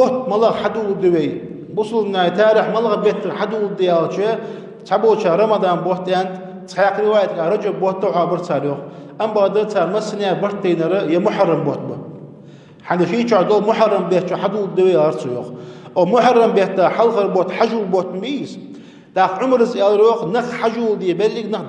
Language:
Ingush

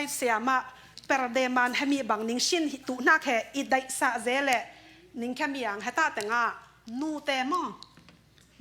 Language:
Falam Chin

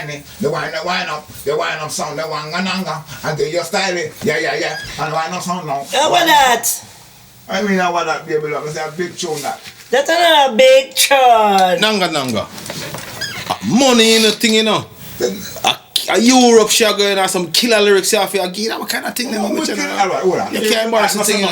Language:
Jamaican Creole English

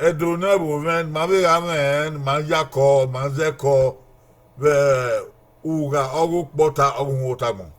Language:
Bini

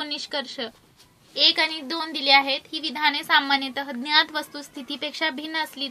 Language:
Marathi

